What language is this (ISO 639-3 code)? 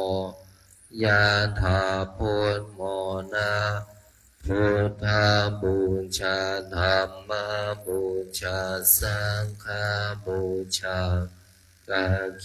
pli